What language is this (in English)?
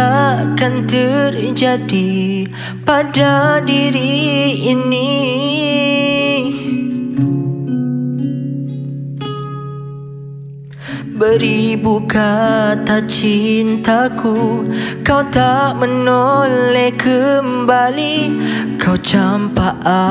Malay